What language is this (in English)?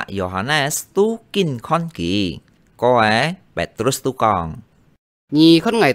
Hakka Chinese